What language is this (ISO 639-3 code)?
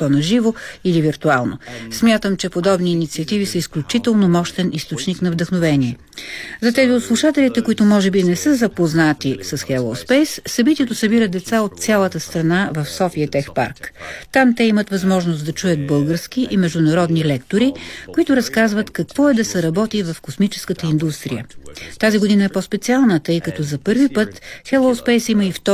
bul